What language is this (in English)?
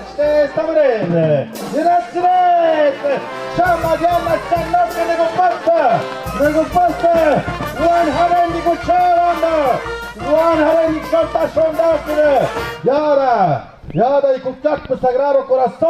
Tlahuitoltepec Mixe